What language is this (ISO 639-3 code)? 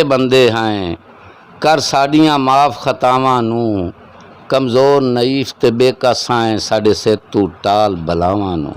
skr